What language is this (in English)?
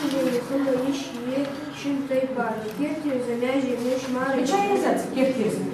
Ingush